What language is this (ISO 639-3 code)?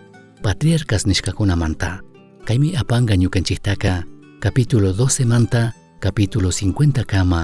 qug